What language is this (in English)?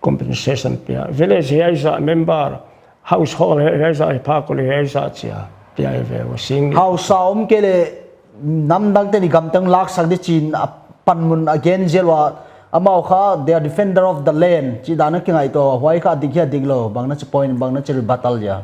Paite Chin